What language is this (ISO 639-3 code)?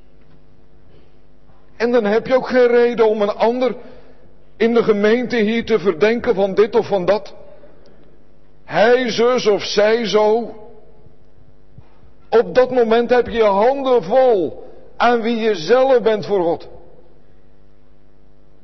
nld